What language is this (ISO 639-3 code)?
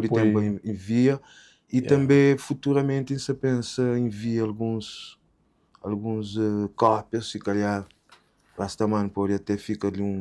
kea